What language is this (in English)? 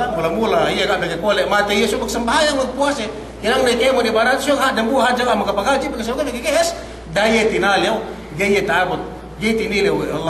Yakan